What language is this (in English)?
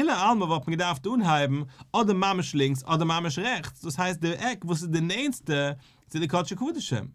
Yiddish